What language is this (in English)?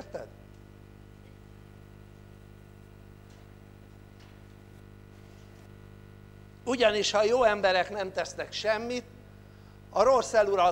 Hungarian